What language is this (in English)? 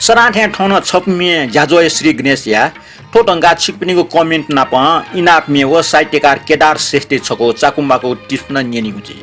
Newari